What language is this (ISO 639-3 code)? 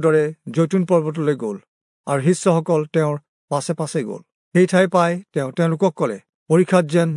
asm